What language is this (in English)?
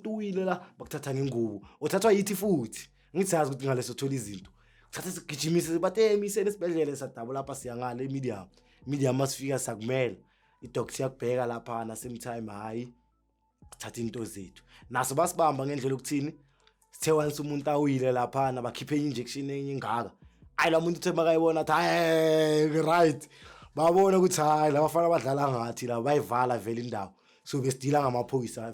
Zulu